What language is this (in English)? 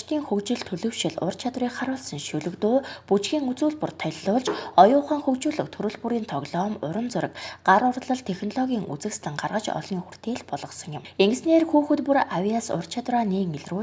Mongolian